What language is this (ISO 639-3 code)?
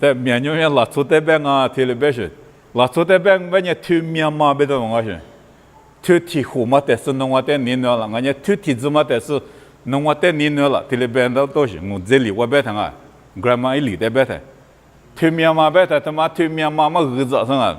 lis